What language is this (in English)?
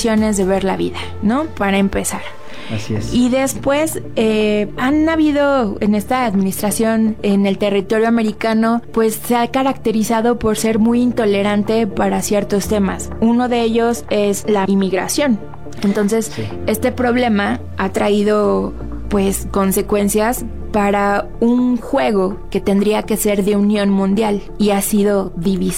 Spanish